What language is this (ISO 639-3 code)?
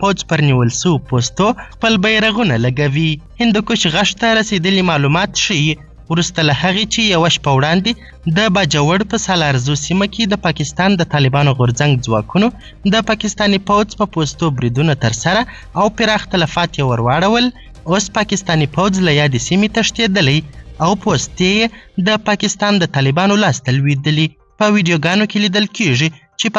pus